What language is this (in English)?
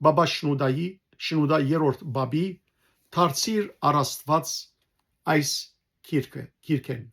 Western Armenian